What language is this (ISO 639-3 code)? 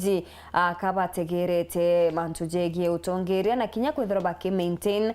mer